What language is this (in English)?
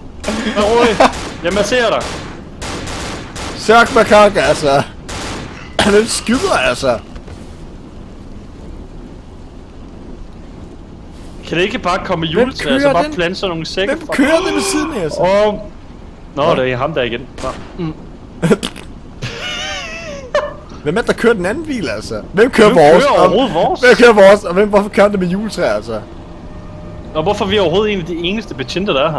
Danish